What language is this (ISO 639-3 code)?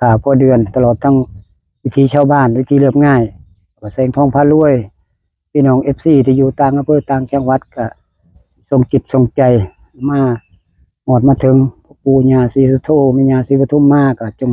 tts